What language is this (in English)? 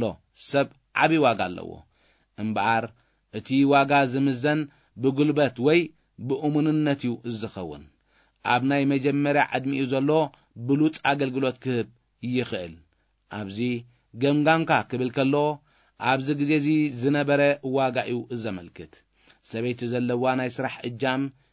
Tigrinya